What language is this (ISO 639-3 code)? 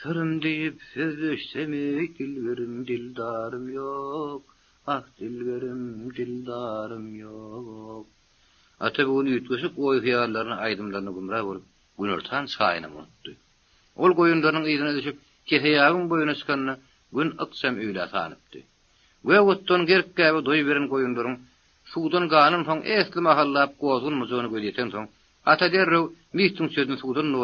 tuk